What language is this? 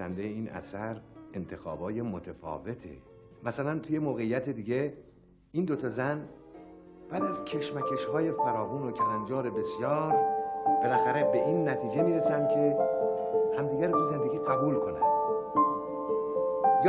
Persian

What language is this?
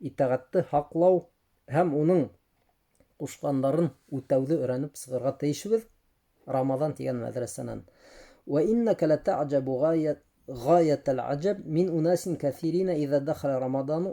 Bashkir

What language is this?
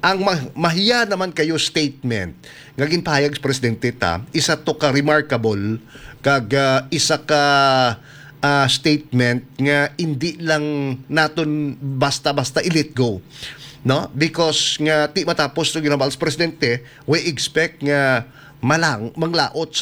Hiligaynon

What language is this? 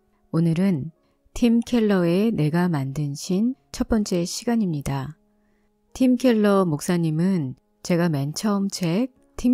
Korean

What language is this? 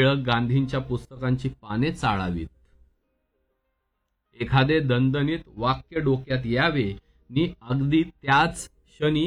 Marathi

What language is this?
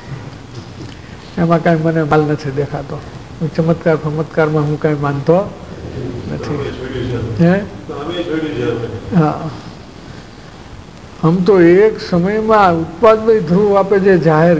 Gujarati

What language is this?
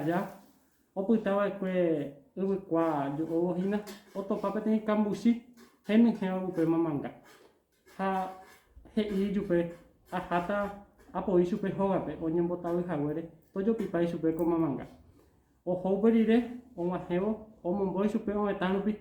Guarani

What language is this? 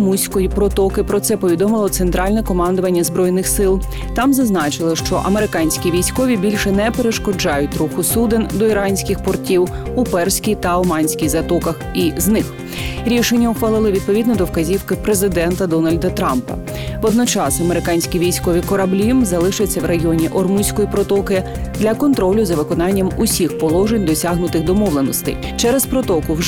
Ukrainian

